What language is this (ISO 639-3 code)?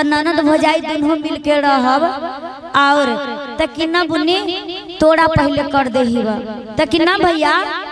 mag